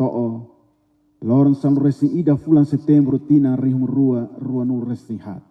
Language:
Tetum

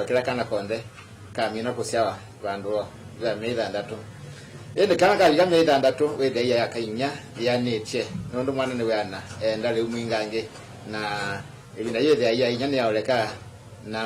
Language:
Kamba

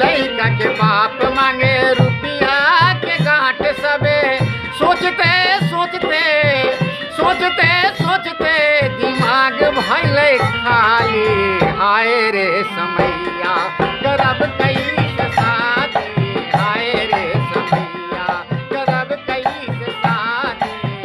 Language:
Magahi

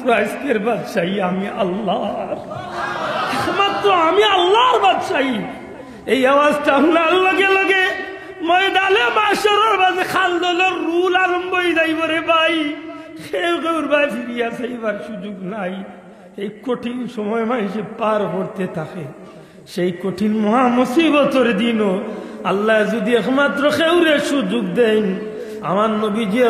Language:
Sylheti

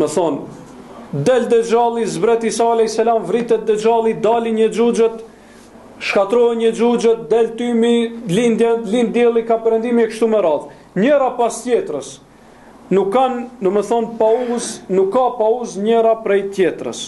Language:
Albanian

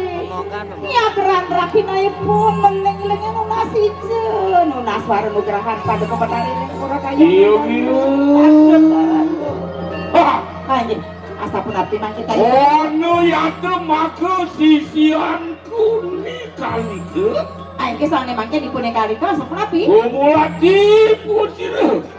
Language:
Balinese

